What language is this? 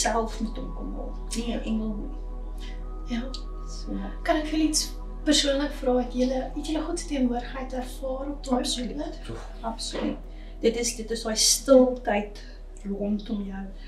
Afrikaans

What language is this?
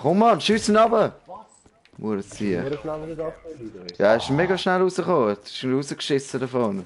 Swiss German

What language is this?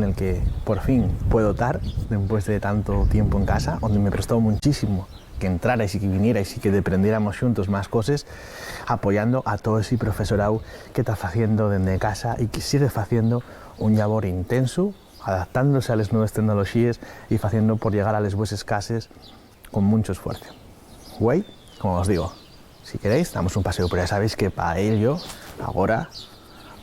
Asturian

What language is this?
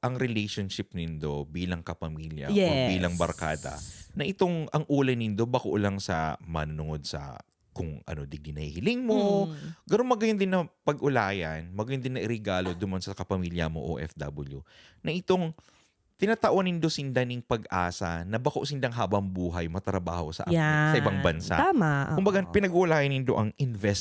Bikol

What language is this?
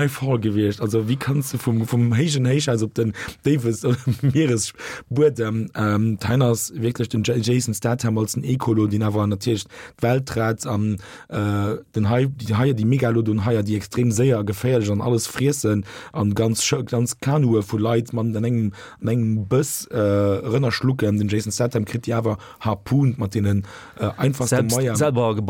Luxembourgish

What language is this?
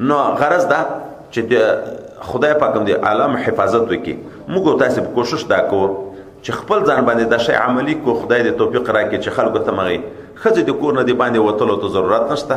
Pashto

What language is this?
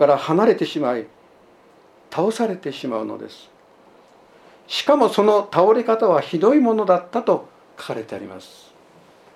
Japanese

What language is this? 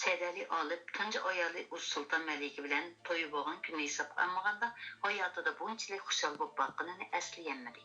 Uyghur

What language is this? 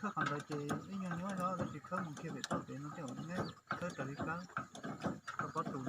Hmong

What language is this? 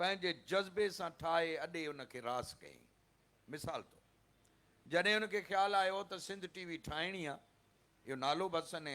Sindhi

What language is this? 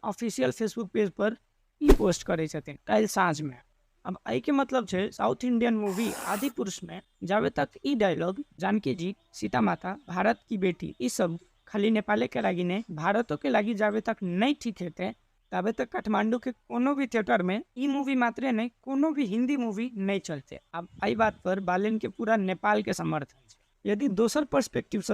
Maithili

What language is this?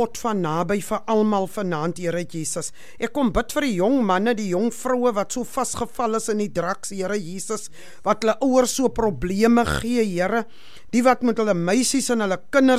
Afrikaans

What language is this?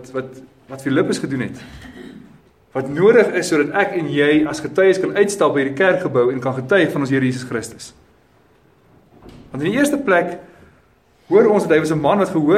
Afrikaans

